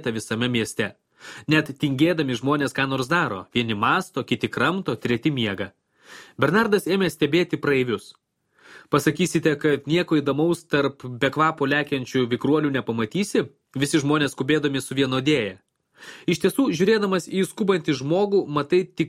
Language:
Lithuanian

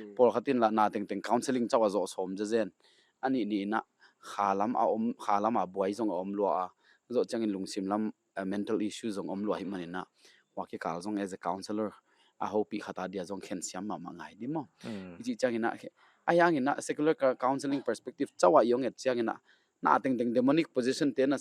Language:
Paite Chin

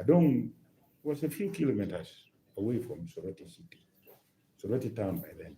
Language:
Lango (Uganda)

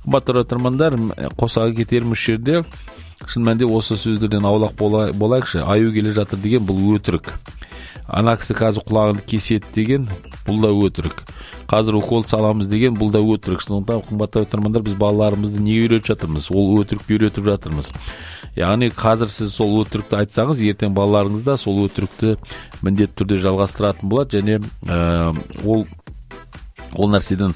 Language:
Kazakh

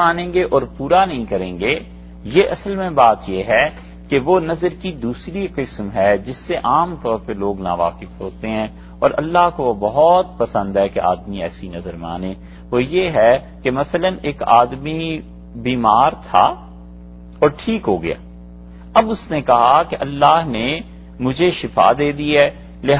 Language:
Urdu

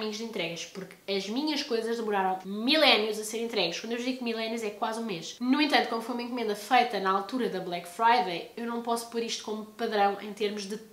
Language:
Portuguese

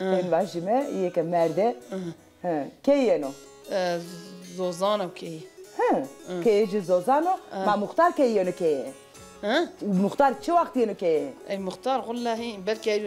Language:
Zaza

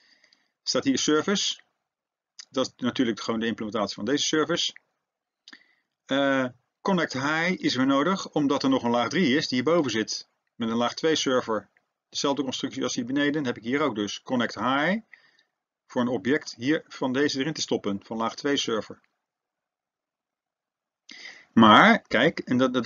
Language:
Dutch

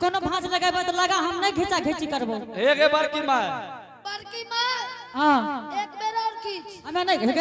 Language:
Angika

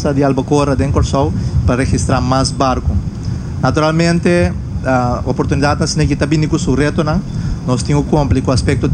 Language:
Papiamento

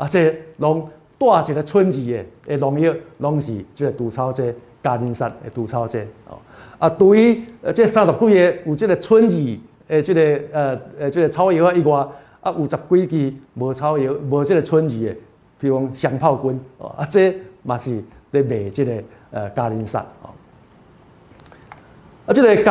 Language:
Min Nan Chinese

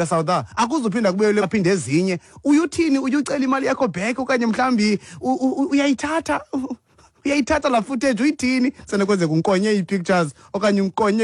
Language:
Xhosa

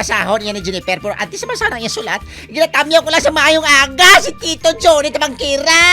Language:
Hiligaynon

